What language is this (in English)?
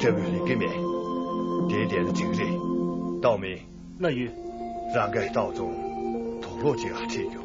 Tibetan